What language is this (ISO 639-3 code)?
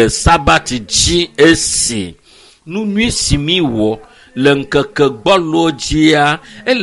ewe